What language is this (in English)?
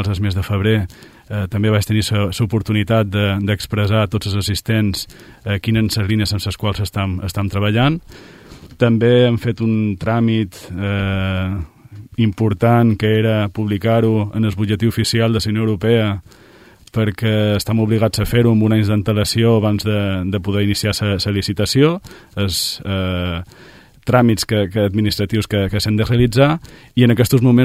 Catalan